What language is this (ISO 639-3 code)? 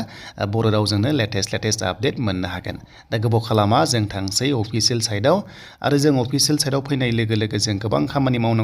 brx